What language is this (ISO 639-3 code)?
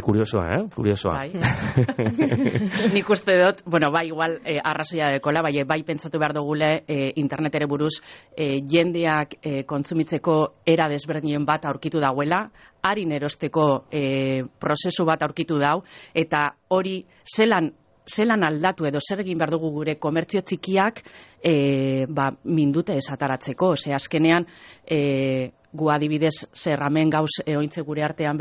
eus